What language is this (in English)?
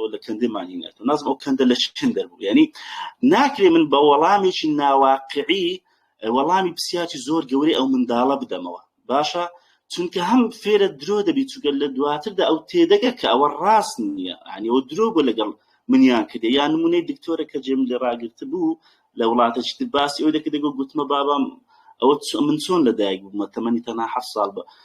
Central Kurdish